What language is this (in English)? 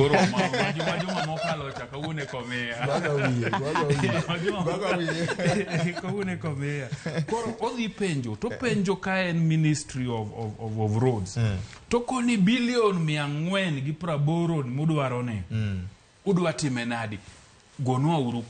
Luo (Kenya and Tanzania)